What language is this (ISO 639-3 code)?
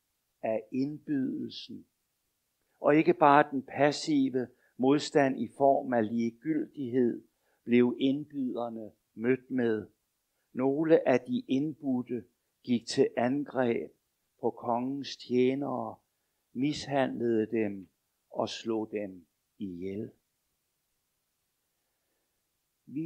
dan